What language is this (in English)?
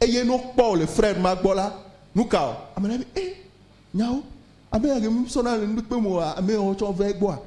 Ewe